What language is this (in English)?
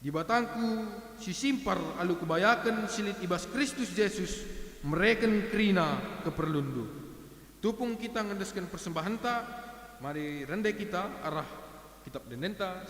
Batak Karo